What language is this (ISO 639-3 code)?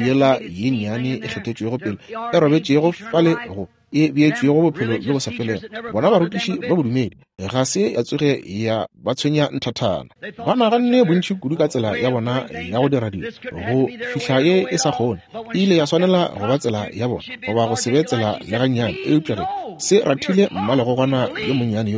nso